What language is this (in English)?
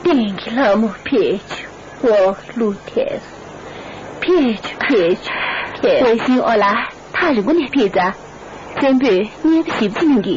Tibetan